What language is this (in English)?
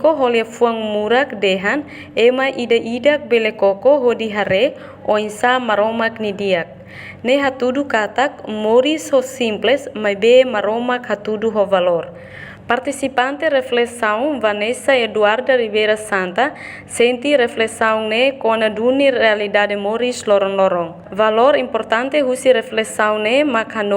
Tetum